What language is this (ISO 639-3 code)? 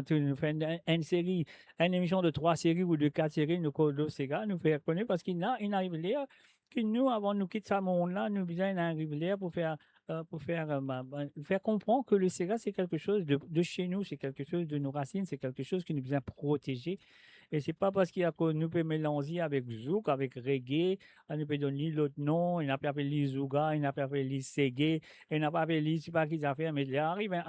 mfe